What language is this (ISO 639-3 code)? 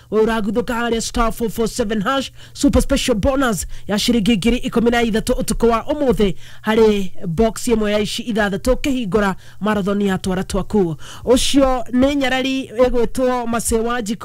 kik